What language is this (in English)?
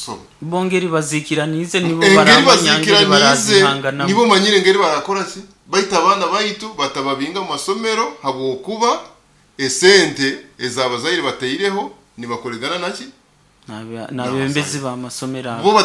Nyoro